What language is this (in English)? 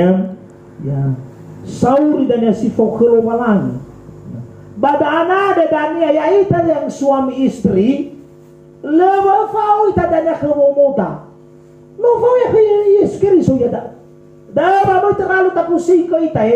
Nias